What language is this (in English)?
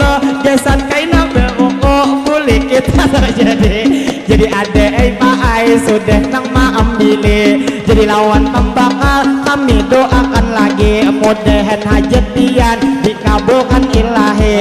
Banjar